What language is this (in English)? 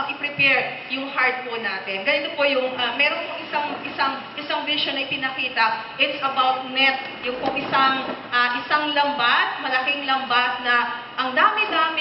Filipino